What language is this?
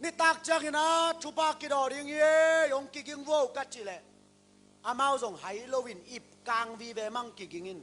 Tedim Chin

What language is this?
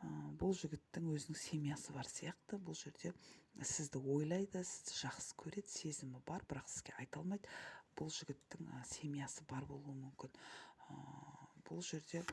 Kazakh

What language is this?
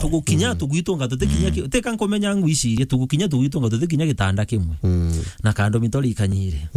Meru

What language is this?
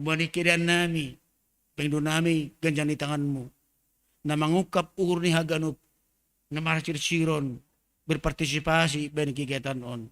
Batak Simalungun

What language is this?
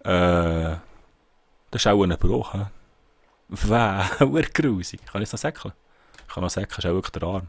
Swiss German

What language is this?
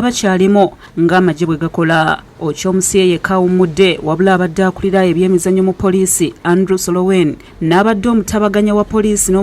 Ganda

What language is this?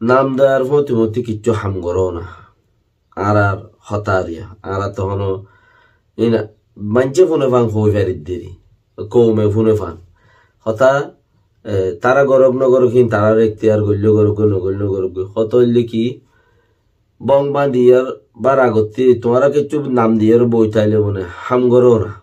Rohingya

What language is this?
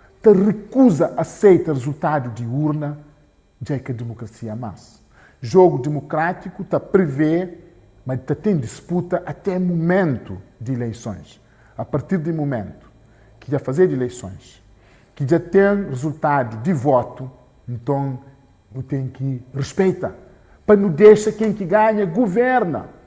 Kabuverdianu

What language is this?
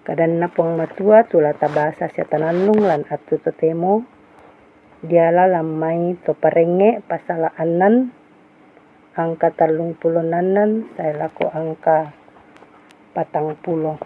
Toraja-Sa'dan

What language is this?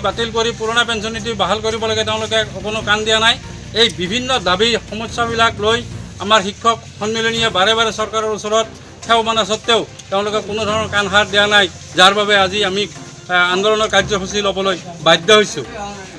Assamese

